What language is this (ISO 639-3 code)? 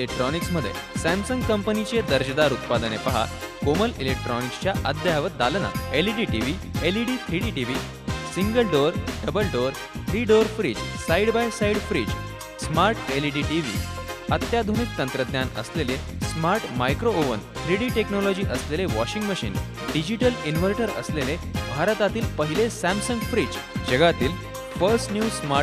mar